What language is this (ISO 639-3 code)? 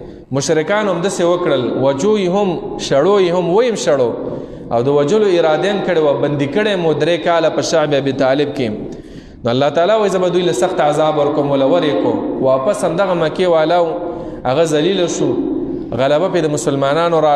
pus